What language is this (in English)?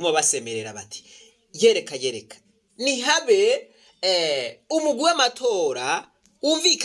Rundi